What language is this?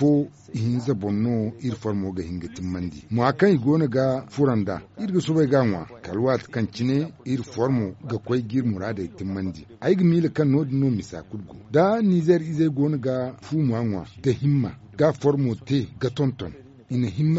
Zarma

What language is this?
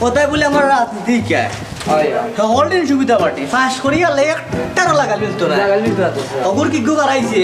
Sylheti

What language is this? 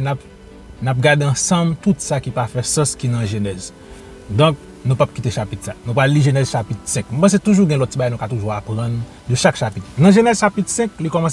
Haitian Creole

